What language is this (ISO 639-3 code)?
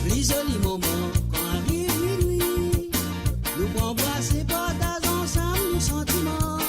mfe